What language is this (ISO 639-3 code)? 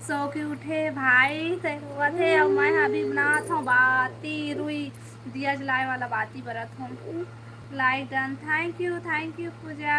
hne